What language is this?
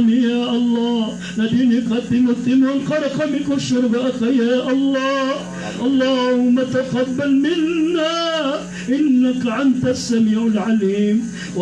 Maranao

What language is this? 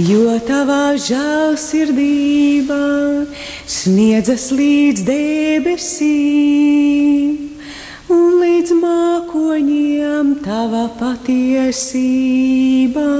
Latvian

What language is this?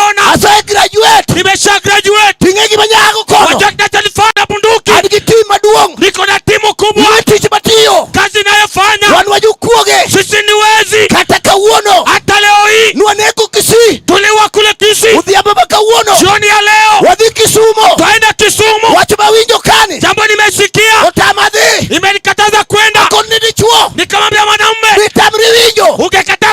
Luo (Kenya and Tanzania)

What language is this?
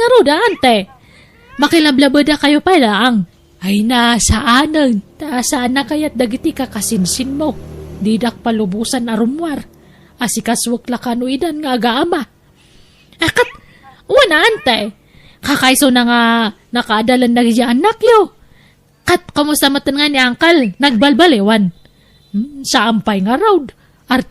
Iloko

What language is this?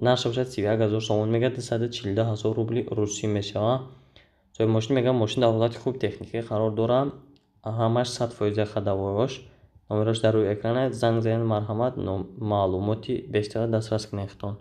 Tajik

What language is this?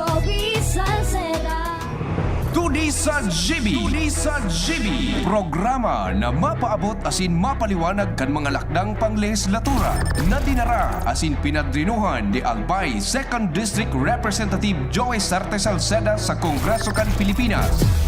Bikol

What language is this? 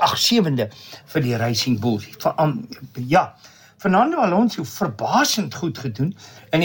Afrikaans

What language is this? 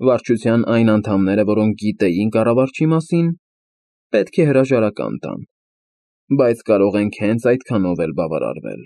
Armenian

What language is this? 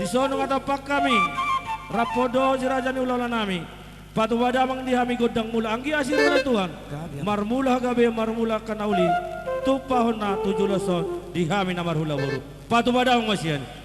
Batak Toba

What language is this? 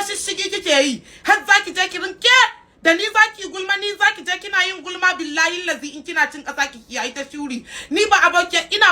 Hausa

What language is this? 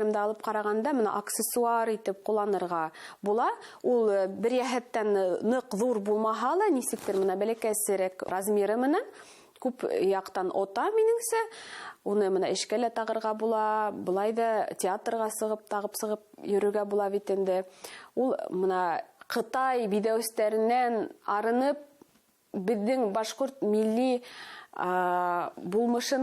Bashkir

